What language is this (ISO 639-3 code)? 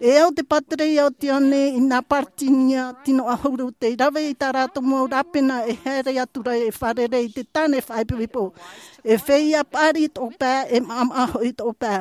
tah